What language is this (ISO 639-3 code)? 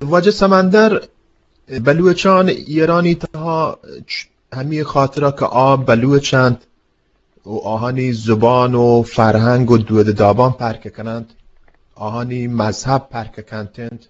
bgp